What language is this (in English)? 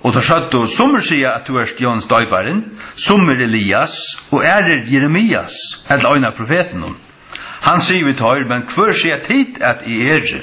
Faroese